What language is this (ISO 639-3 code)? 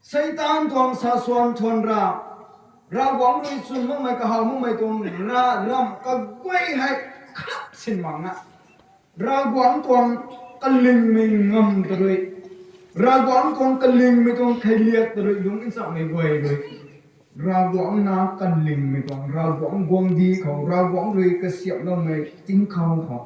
nbu